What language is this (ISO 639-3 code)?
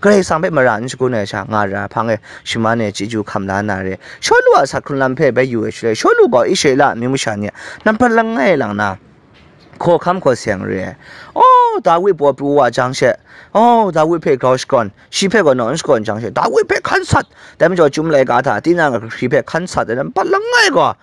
kac